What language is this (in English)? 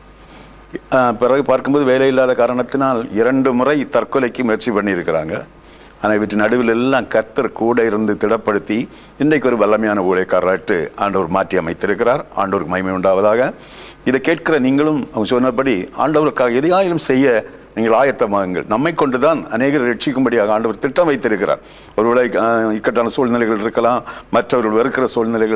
Tamil